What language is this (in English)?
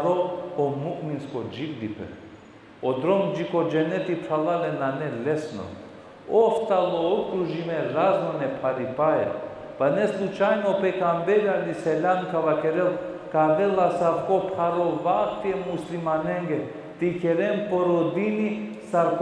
Balkan Romani